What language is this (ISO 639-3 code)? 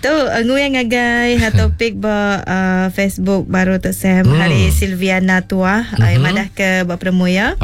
iba